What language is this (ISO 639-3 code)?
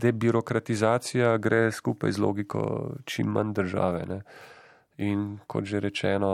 slv